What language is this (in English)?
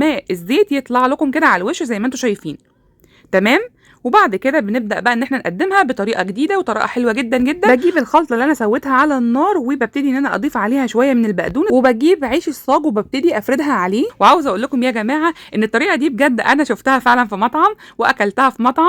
Egyptian Arabic